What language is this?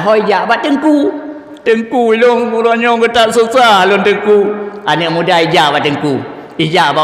Achinese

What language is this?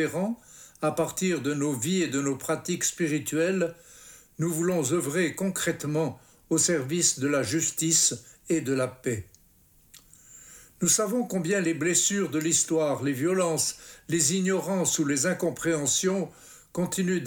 French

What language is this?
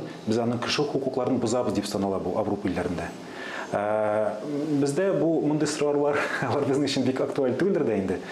Tatar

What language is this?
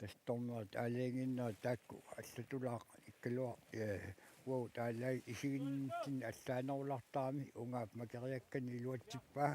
Kalaallisut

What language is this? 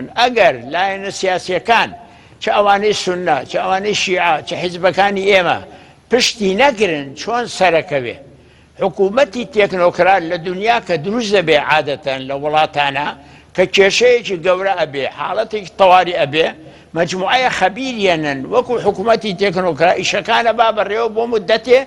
Central Kurdish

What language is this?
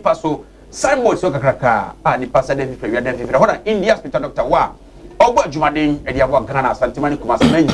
Akan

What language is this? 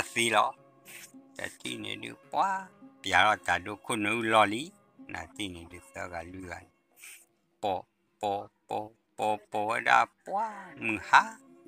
S'gaw Karen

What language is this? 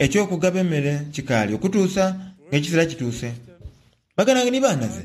Soga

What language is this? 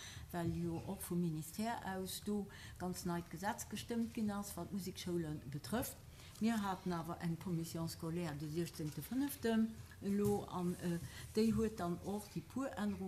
Luxembourgish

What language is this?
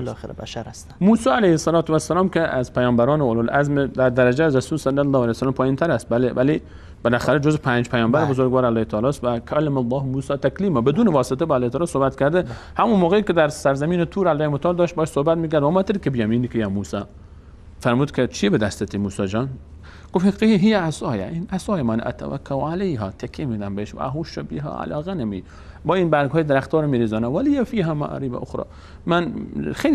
Persian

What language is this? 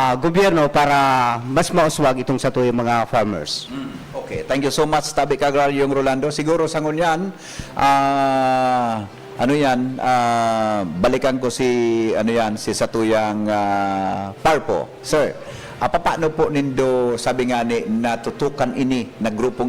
Bikol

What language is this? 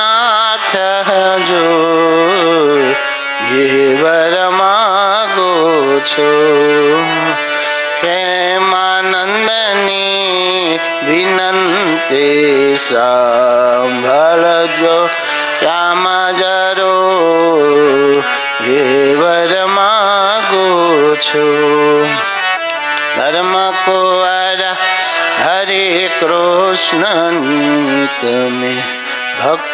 Gujarati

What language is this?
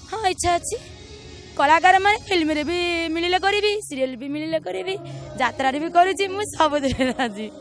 Odia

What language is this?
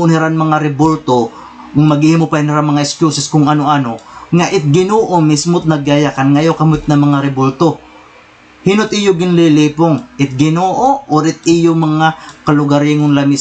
Waray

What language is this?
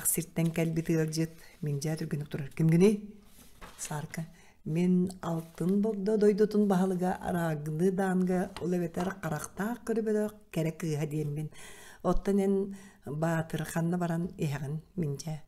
Yakut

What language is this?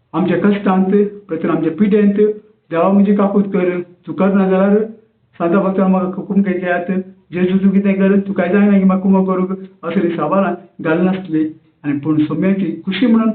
Konkani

